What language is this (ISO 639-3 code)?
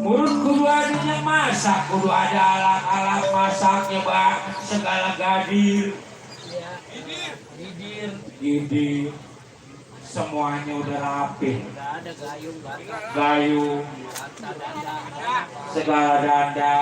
bew